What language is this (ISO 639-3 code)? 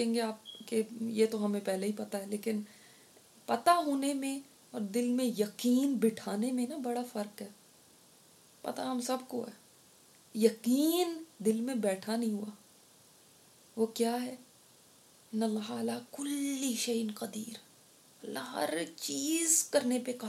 urd